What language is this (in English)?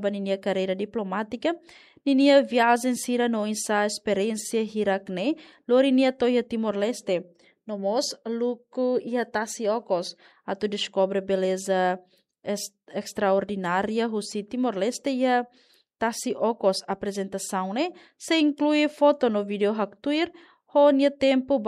Tetum